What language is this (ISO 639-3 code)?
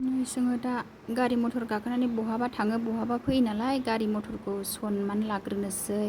brx